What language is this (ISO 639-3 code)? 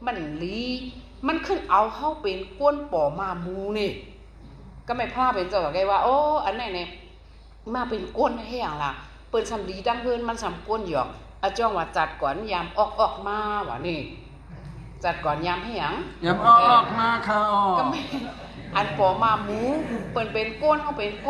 shn